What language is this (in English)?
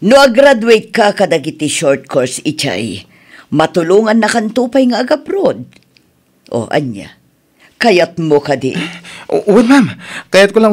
Iloko